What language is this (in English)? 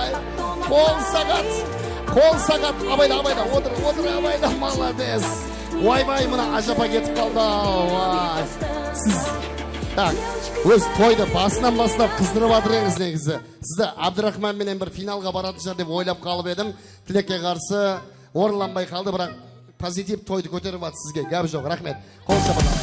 Kara-Kalpak